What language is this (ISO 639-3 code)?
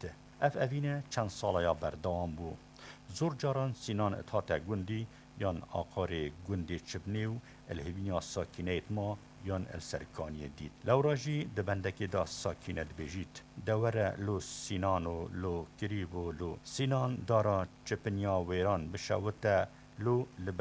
kur